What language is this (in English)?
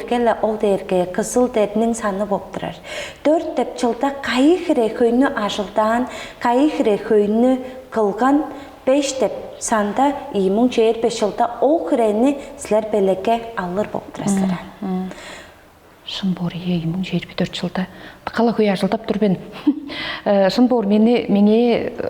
Tuvinian